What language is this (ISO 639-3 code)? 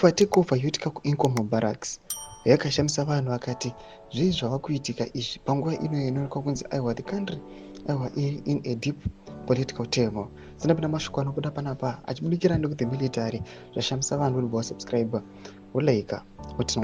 sna